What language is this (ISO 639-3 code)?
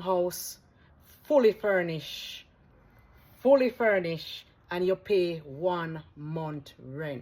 jam